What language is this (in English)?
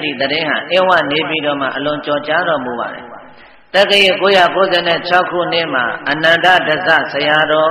Burmese